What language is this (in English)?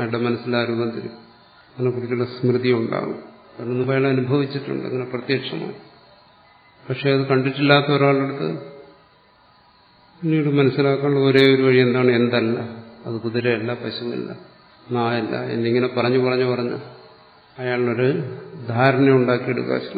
Malayalam